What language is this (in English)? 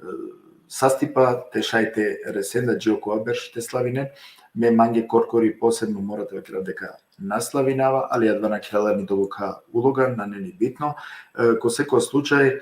Balkan Romani